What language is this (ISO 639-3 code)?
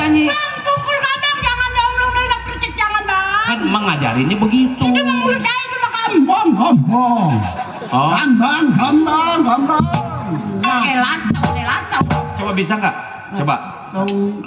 bew